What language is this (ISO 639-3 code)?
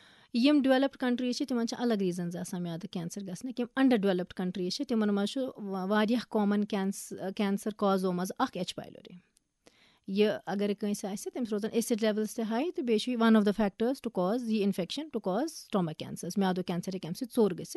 kas